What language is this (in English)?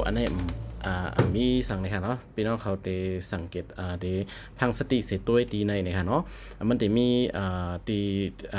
Shan